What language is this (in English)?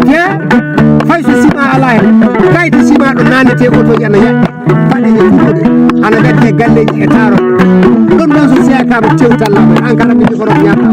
Fula